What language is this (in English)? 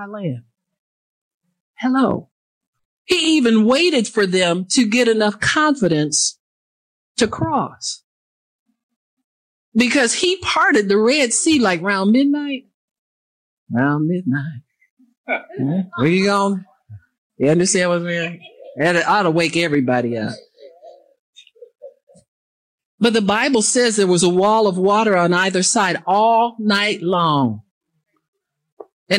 English